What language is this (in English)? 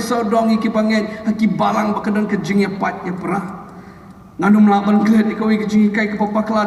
Khasi